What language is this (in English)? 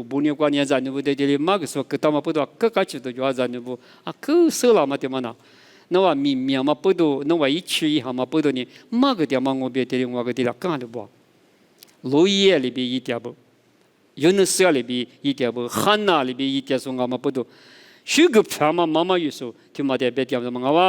Lisu